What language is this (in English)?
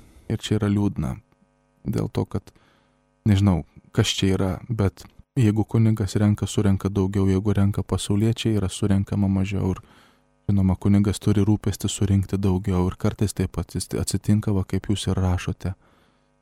Lithuanian